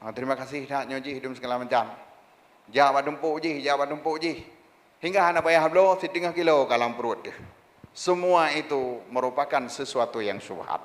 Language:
Achinese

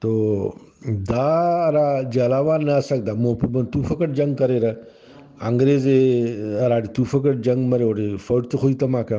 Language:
Brahui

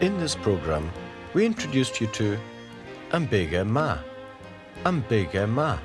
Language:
Scottish Gaelic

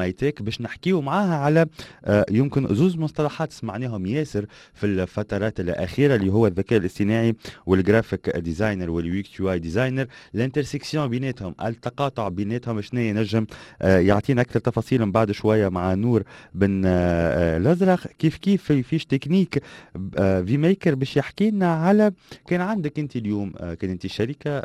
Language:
Tunisian Arabic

